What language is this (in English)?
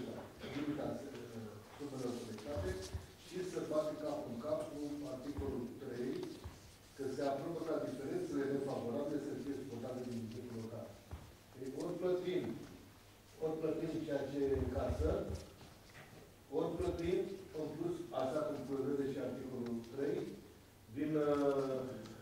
Romanian